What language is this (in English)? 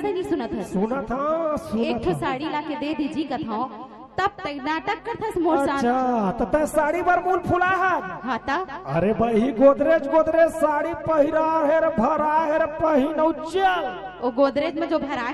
Chhattisgarhi